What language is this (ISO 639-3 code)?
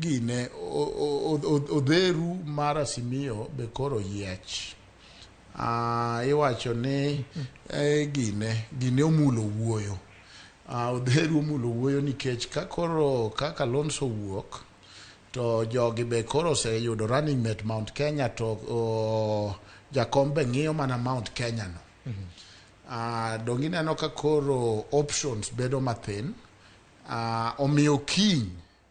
luo